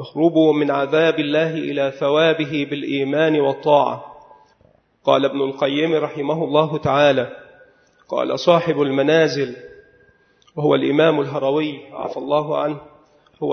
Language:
Arabic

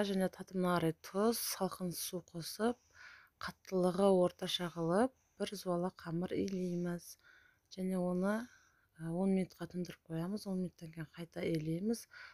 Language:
Kazakh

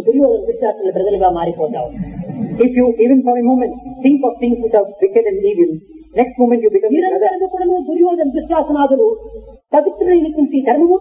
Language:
Telugu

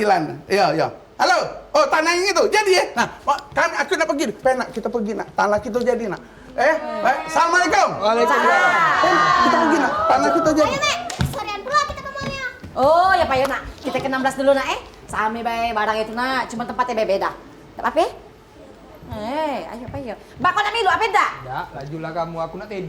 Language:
Musi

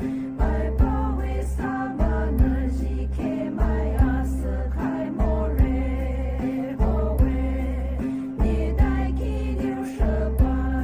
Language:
Poumei Naga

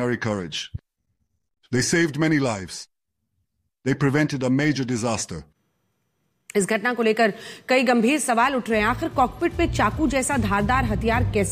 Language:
Hindi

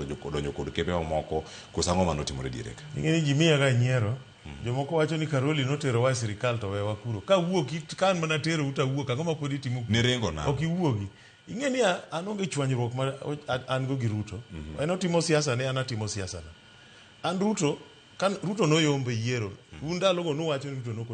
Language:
Luo (Kenya and Tanzania)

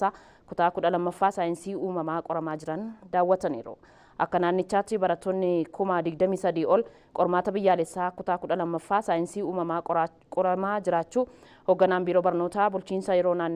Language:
Oromo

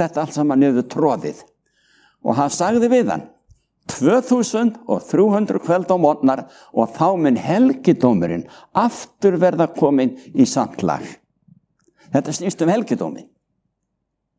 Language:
Icelandic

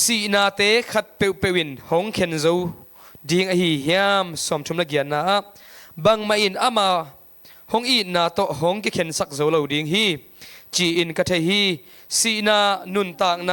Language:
Tedim Chin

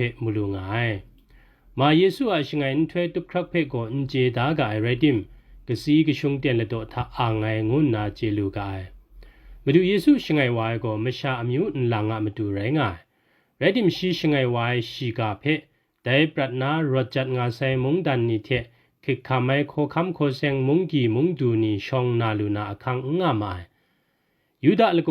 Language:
Kachin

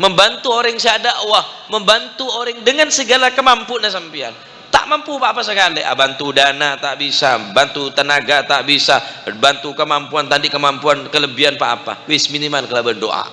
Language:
Madurese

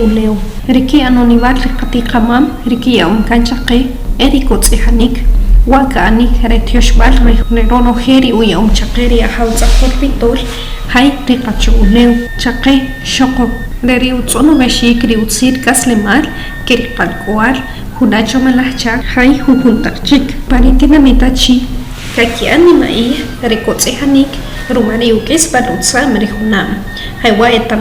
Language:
Achi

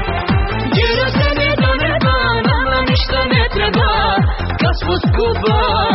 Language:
Croatian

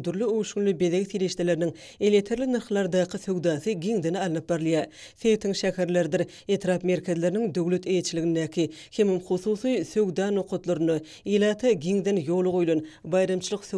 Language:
Turkmen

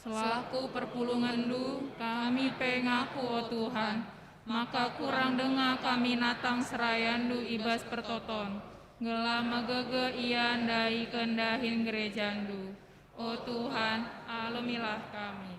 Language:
Batak Karo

